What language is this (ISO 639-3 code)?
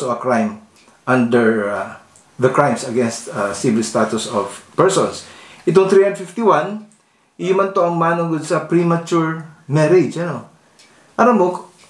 bik